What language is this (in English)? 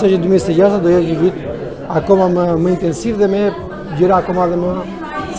Albanian